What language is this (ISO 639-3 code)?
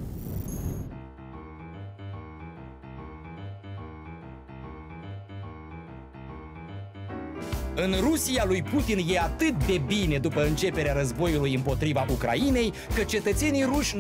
ron